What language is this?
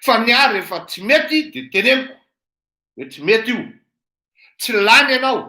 Malagasy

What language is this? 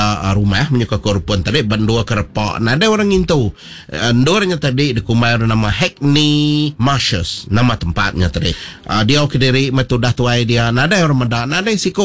Iban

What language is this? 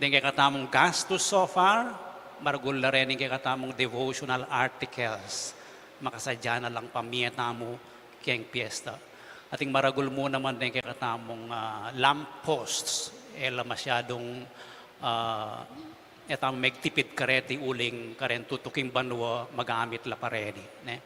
Pampanga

